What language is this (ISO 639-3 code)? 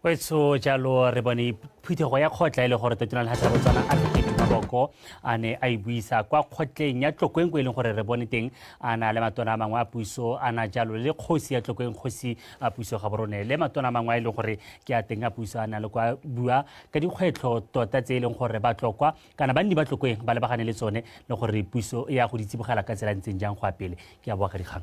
tsn